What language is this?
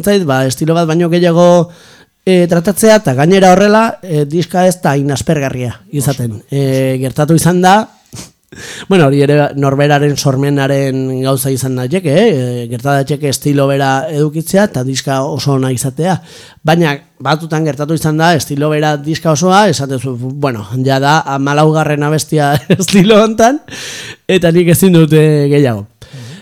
Basque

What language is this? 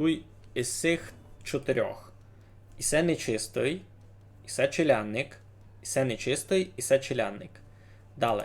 Rusyn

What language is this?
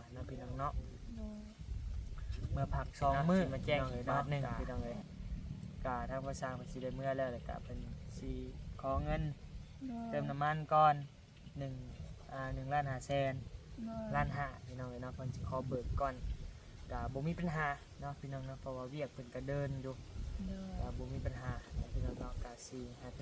Lao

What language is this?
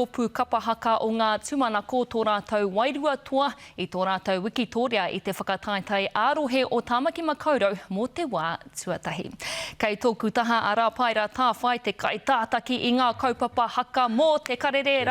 Māori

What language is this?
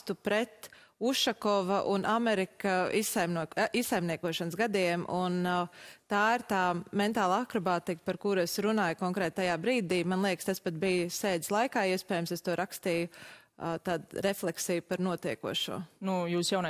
Latvian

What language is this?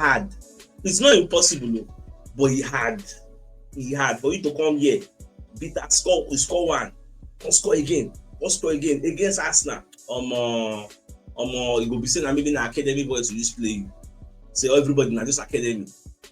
Nigerian Pidgin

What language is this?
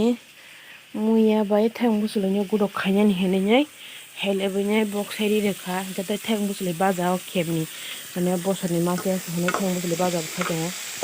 Kok Borok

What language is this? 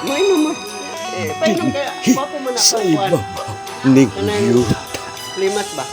Cebuano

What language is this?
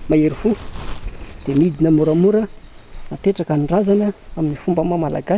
Malagasy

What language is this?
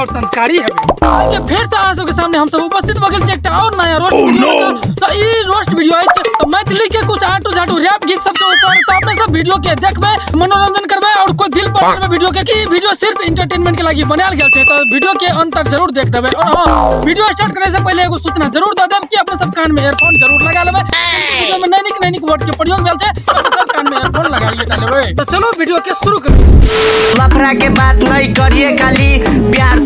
Maithili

